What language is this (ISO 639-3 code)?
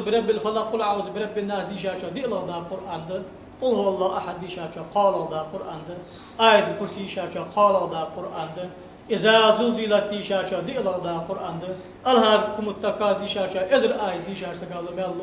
inh